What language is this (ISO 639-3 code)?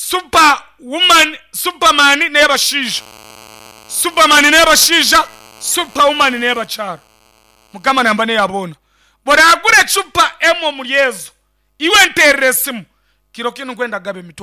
nyn